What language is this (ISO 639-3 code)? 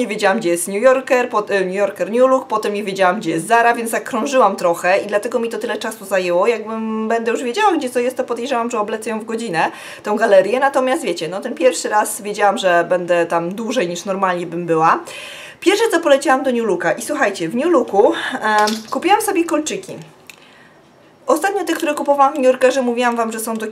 pol